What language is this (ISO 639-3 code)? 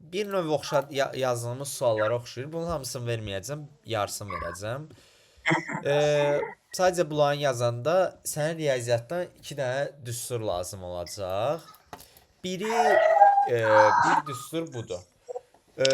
aze